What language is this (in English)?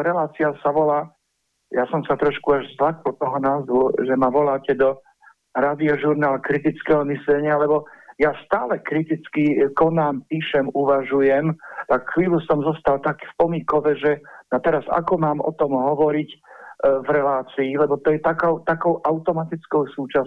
Slovak